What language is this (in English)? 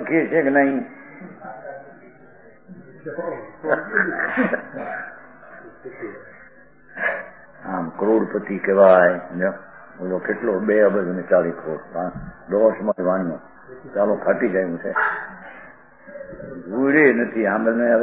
Gujarati